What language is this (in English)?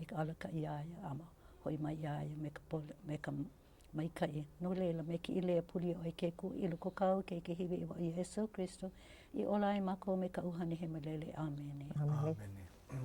Hawaiian